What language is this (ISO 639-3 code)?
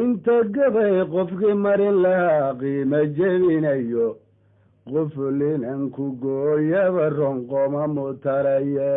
som